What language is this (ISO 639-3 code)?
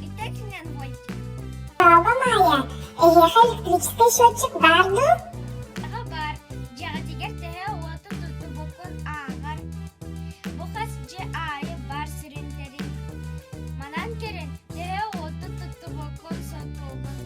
sah